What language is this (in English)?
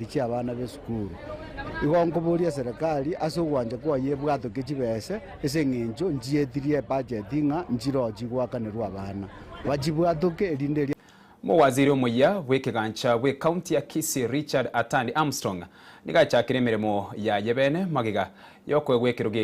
Gusii